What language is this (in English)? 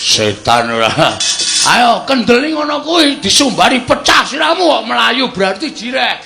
Javanese